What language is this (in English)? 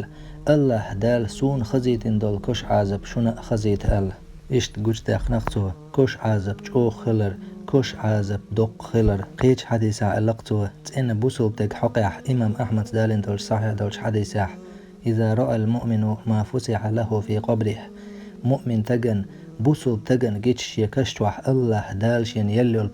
Chechen